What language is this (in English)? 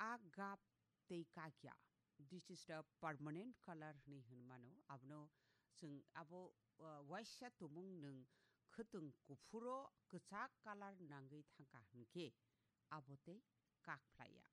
Kok Borok